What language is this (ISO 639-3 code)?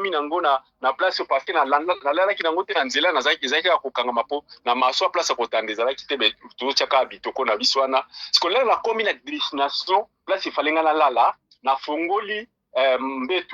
lin